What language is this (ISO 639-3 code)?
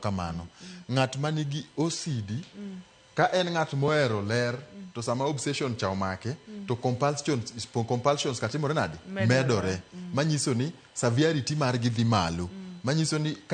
luo